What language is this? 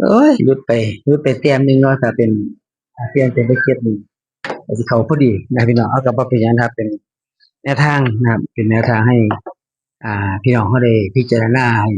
Northeastern Thai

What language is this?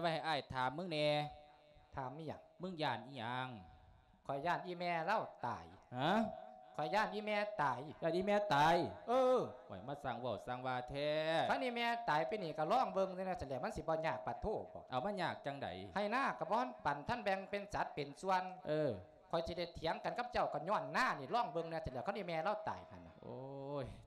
Lao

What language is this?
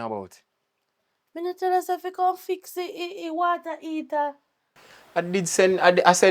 Jamaican Creole English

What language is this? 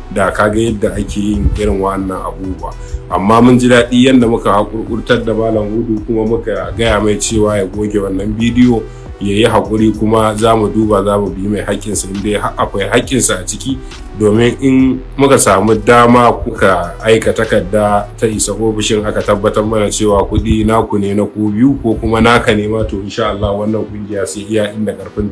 Hausa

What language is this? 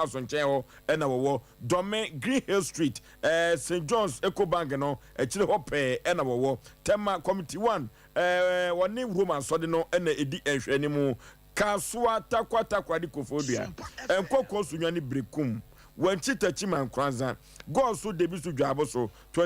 Akan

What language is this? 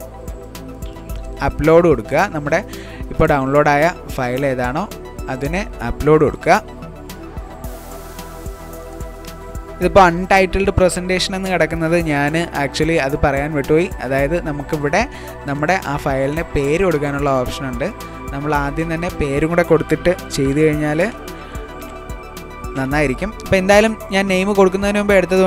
Malayalam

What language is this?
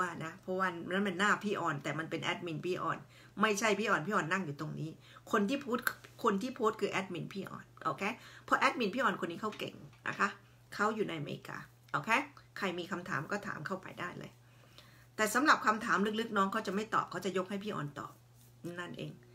Thai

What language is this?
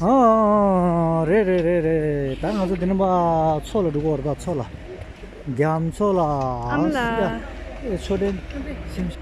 Tibetan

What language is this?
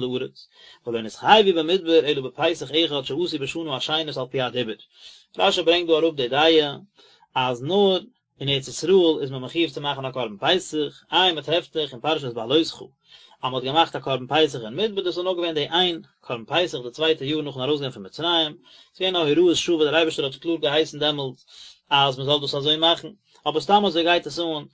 Yiddish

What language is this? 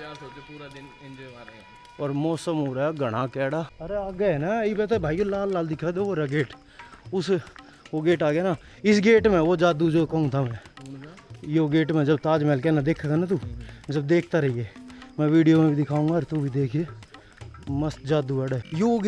Haryanvi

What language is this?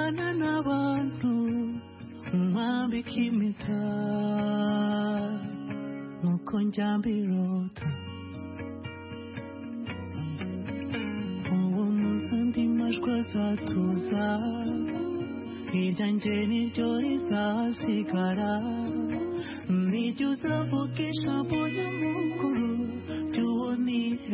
Kinyarwanda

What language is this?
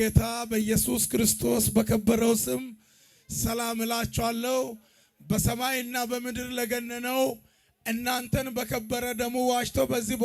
Amharic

